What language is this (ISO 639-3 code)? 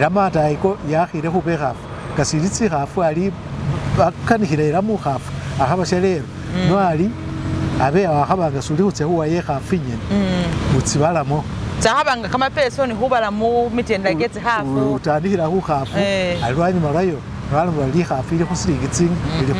myx